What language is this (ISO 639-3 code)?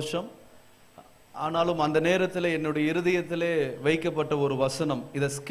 tam